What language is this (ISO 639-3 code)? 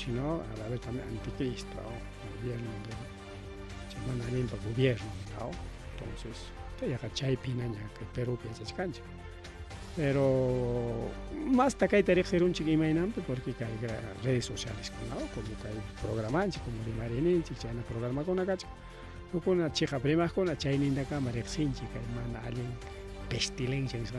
quy